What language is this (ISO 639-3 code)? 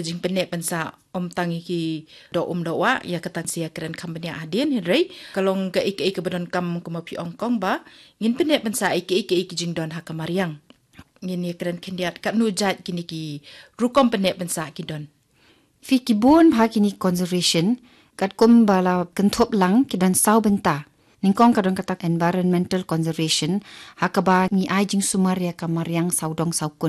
kha